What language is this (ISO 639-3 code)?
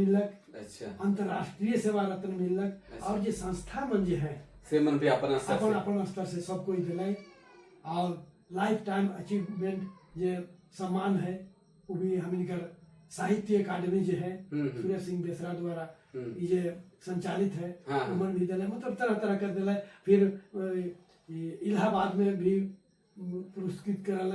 sck